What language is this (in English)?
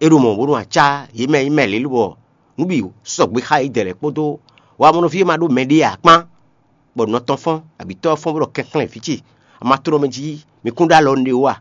Fon